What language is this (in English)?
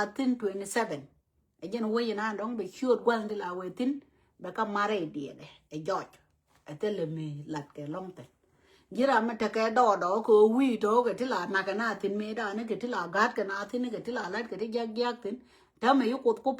Nuer